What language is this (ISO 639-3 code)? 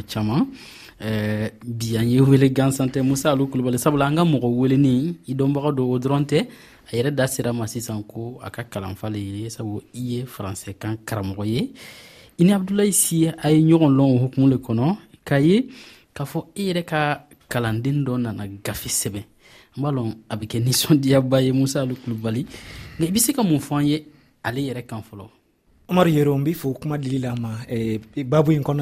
dyu